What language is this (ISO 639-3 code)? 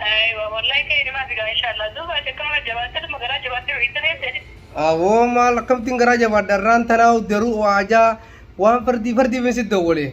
orm